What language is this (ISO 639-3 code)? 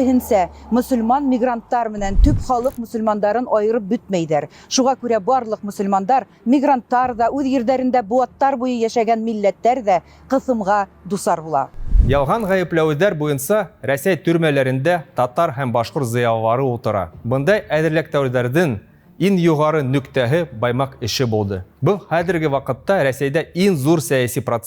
bak